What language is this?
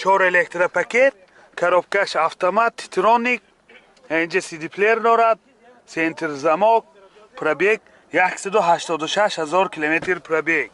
Tajik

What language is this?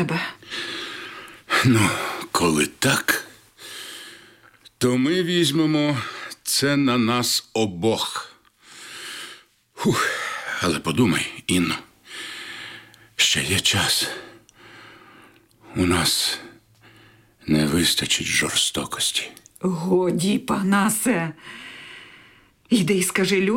Ukrainian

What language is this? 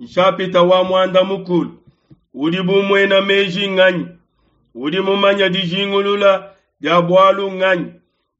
Luba-Lulua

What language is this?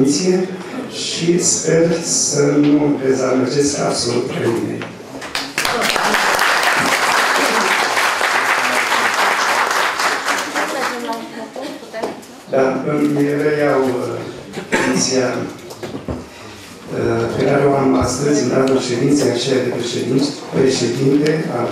Romanian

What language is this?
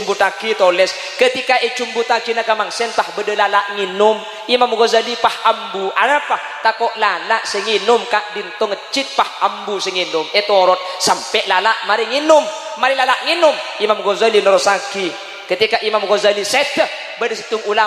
Madurese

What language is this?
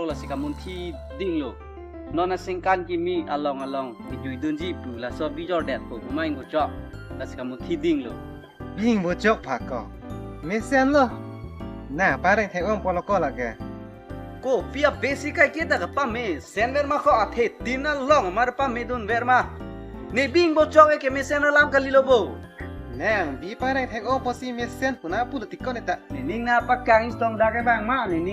Karbi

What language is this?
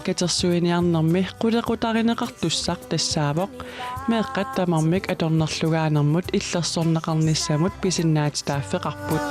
Kalaallisut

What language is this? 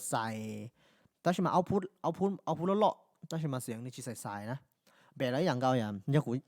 Hmong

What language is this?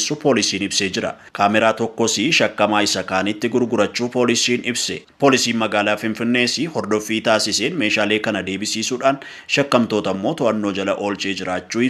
Oromo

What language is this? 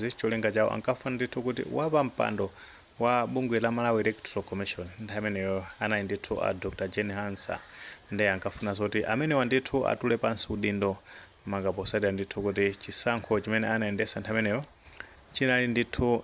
Nyanja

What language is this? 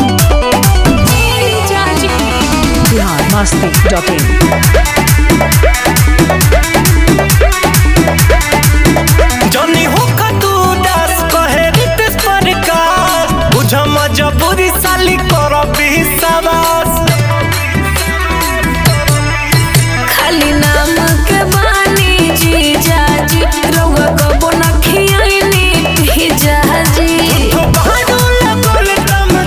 Bhojpuri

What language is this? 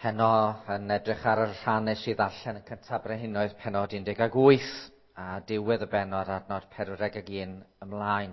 Welsh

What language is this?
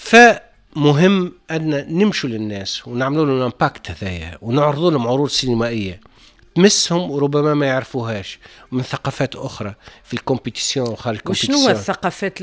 Tunisian Arabic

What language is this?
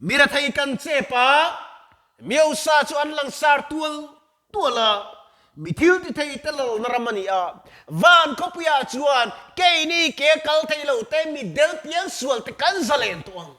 Mizo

